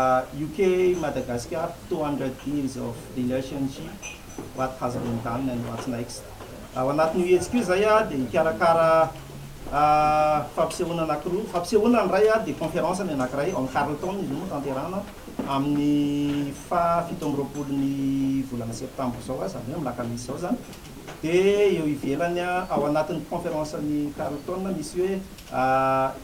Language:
Malagasy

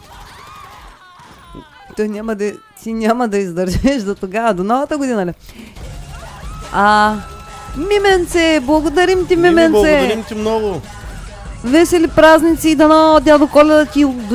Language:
Bulgarian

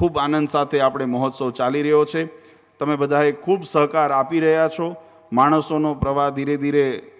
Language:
Gujarati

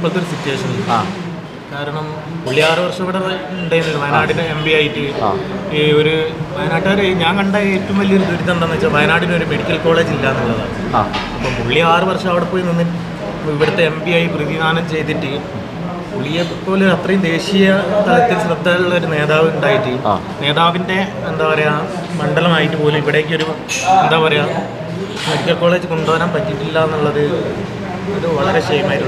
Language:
Malayalam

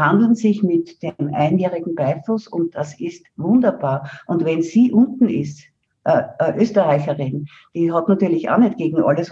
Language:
German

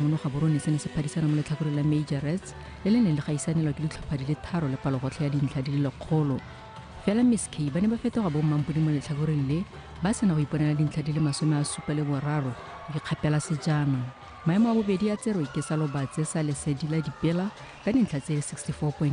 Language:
Tswana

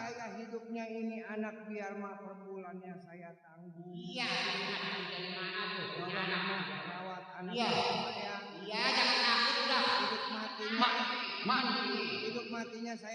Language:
Betawi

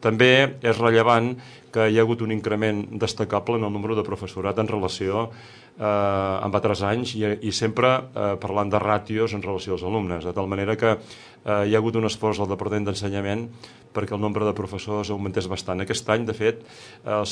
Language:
Catalan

